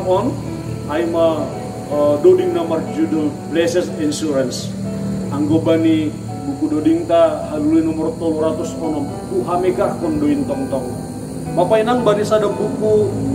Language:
Batak Simalungun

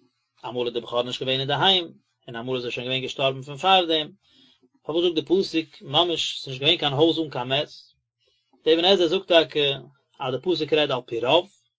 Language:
Yiddish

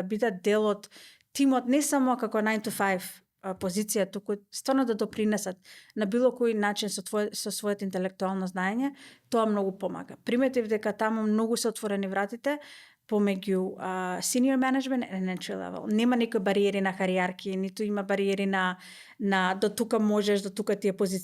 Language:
Macedonian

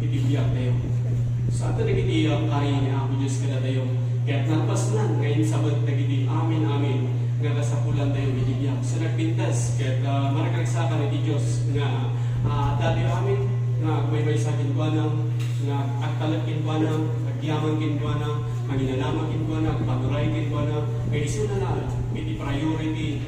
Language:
Iloko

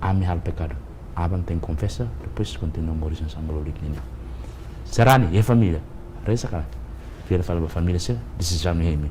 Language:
Tetum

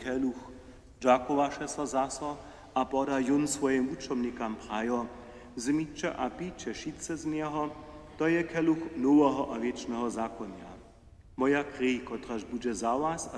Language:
Upper Sorbian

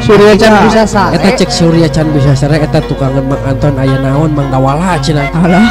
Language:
Sundanese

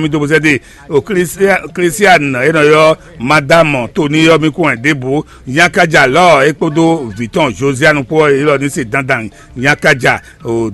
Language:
Fon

